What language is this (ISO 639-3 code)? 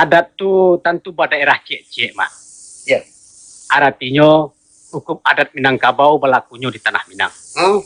min